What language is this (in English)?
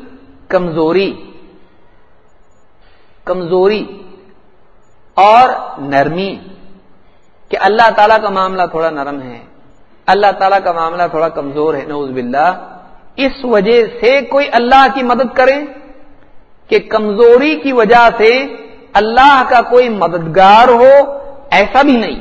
Urdu